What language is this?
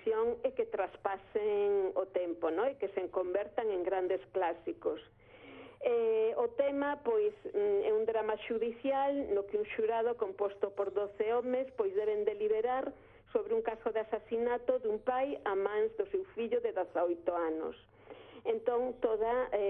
Galician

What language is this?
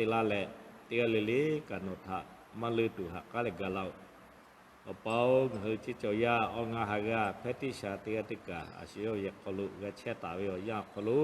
Lahu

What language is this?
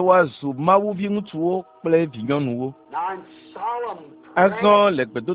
Ewe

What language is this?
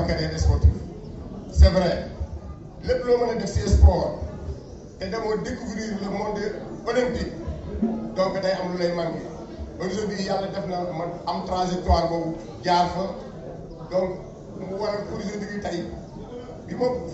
Wolof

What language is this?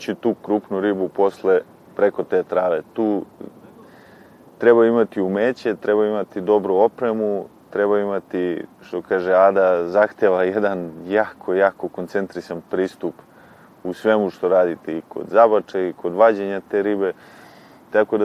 Serbian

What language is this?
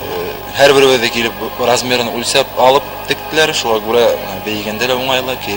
Bashkir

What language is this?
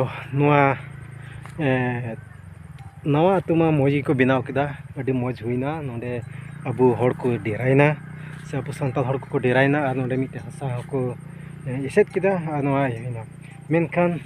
Santali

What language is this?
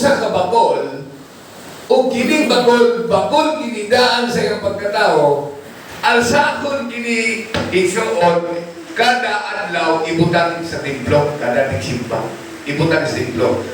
Cebuano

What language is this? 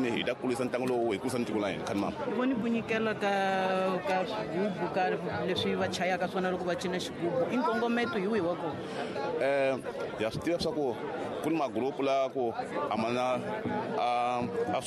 Tsonga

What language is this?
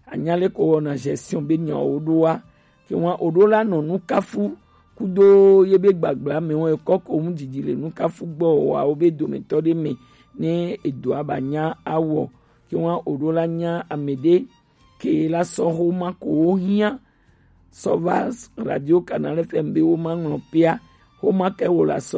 Gen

